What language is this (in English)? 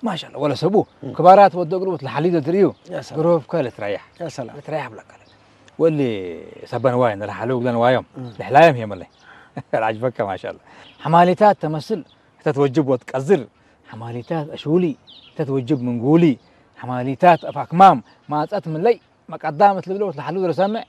Tigrinya